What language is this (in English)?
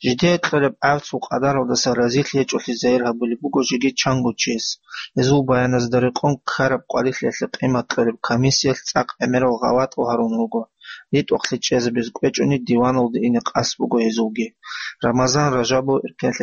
Avaric